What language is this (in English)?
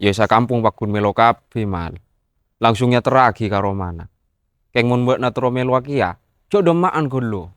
Madurese